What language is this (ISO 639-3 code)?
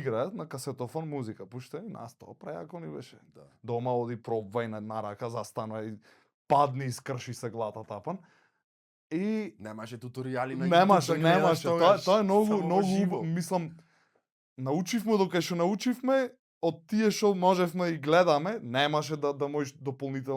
mkd